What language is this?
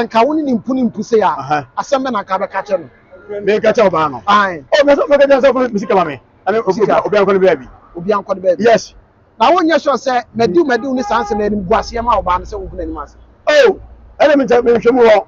Akan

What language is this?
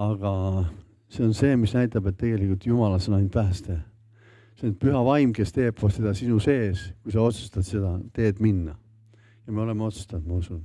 Estonian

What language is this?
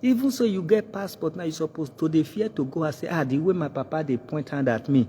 Nigerian Pidgin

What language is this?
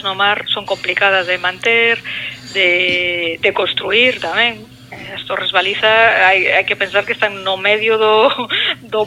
Galician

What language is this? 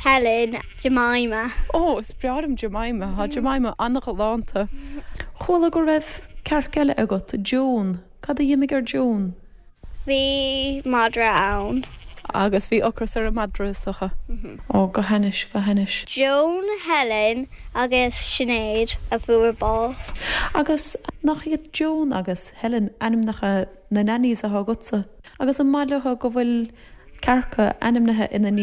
Irish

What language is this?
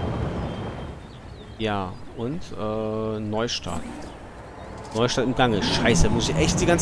German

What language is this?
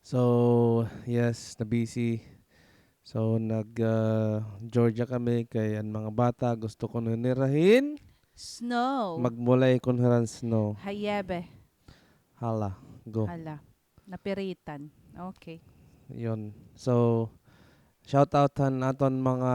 Waray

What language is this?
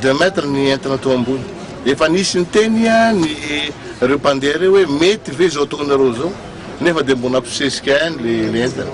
Malagasy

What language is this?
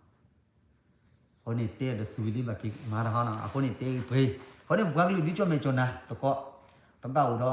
S'gaw Karen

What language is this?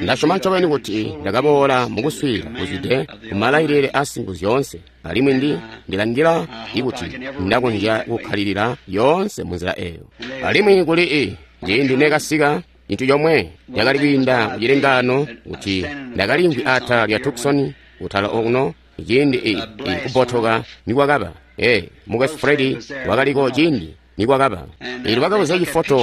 Tonga (Zambia)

